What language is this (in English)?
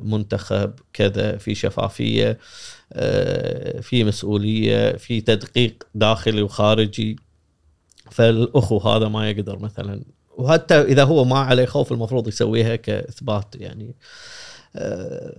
Gulf Arabic